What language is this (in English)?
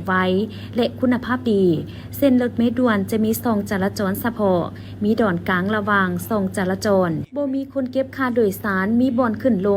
Lao